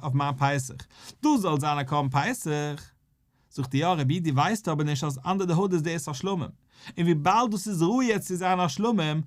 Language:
Yiddish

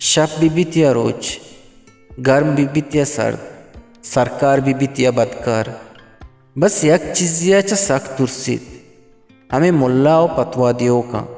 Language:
Eastern Balochi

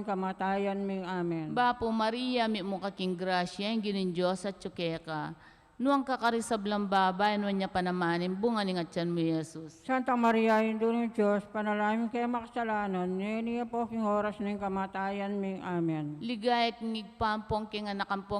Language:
Pampanga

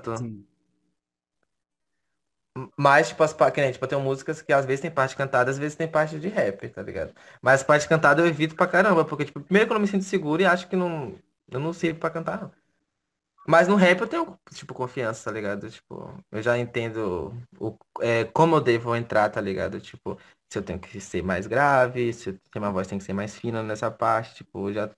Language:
Portuguese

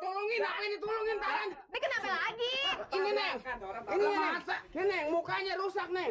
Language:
Betawi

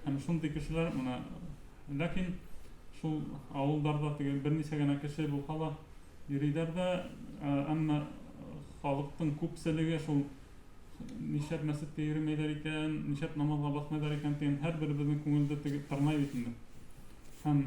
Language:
Bashkir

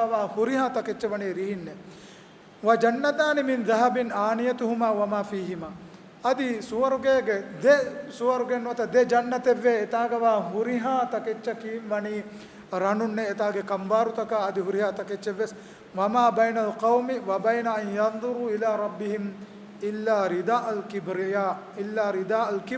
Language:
Divehi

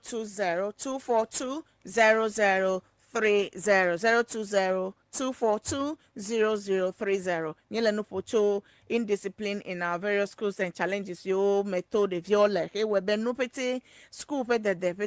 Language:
Ewe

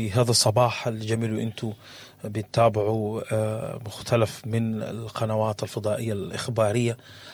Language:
Sudanese Arabic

